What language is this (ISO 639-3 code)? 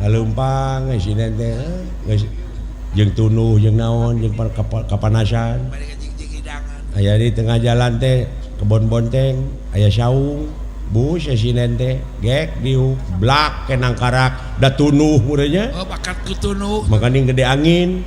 sun